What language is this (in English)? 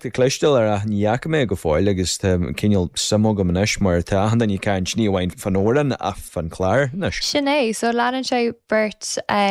Irish